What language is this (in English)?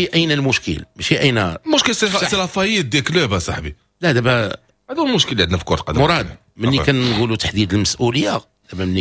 Moroccan Arabic